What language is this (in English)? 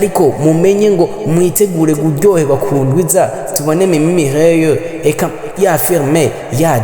Rundi